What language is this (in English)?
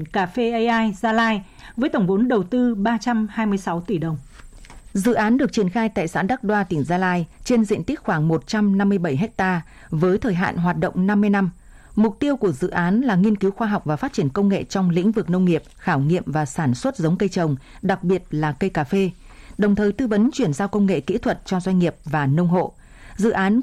Vietnamese